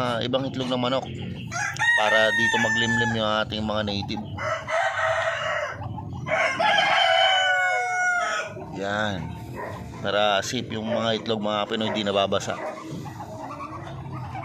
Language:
Filipino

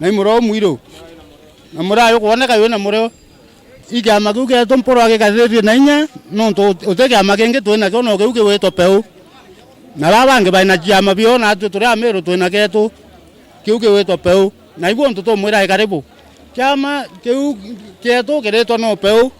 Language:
Meru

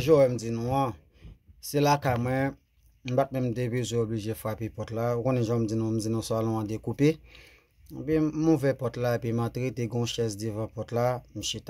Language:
Haitian Creole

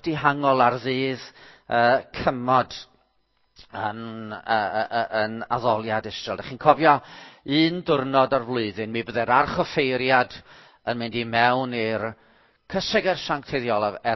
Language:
Welsh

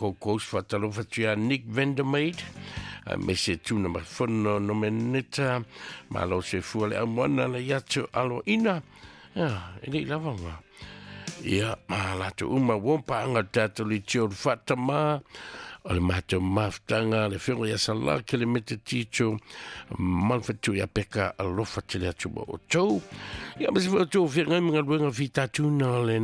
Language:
Samoan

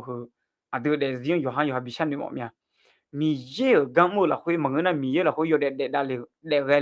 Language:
Akha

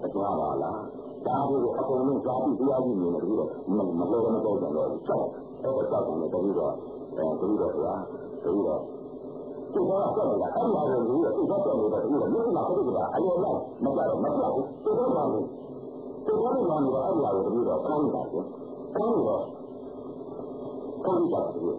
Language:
Burmese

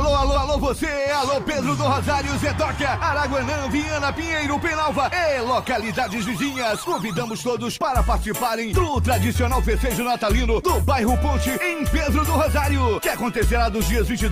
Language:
Portuguese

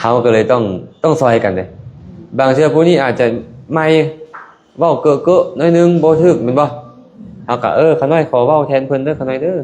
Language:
Lao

